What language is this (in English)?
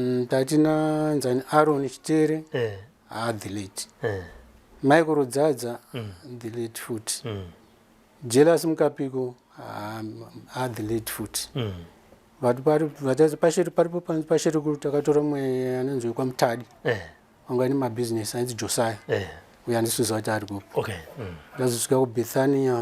Shona